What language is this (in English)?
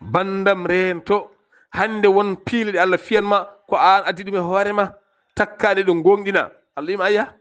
Fula